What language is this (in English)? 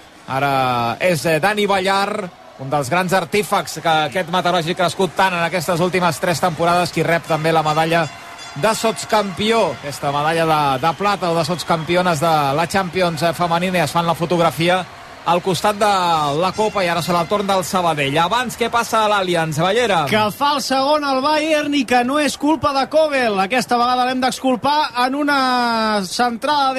Catalan